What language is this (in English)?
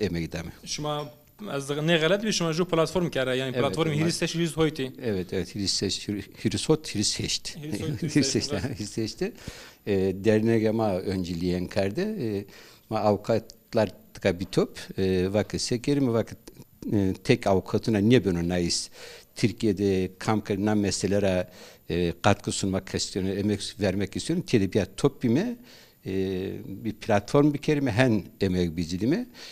Zaza